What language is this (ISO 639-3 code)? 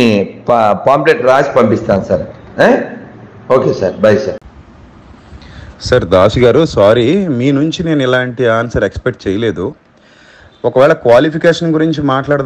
tel